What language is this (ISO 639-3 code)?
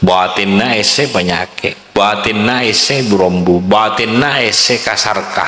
mad